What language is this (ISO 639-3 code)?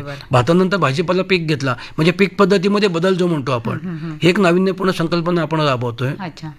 mar